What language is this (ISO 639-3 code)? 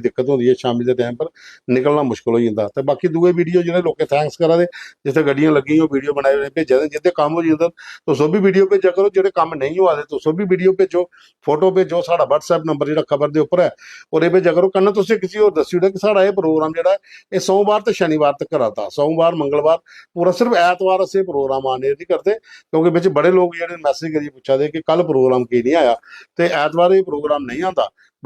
doi